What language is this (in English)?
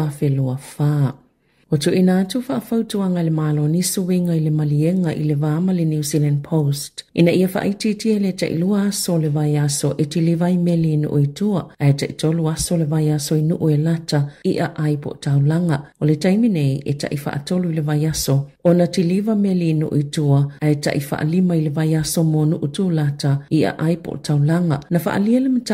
Samoan